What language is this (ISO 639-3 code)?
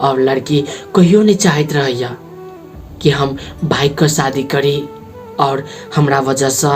mai